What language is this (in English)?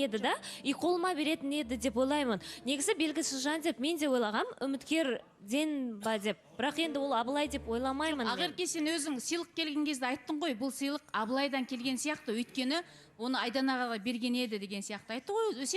Kazakh